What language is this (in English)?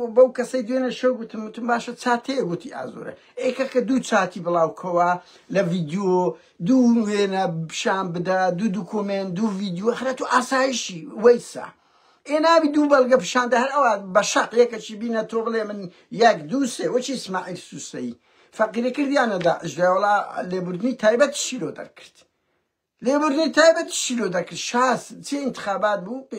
Central Kurdish